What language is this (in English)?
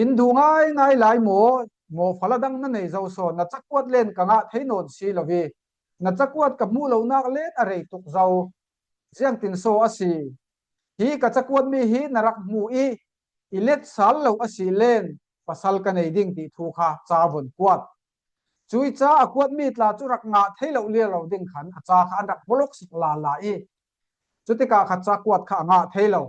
Falam Chin